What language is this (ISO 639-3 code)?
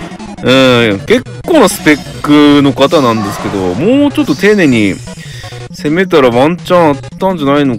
jpn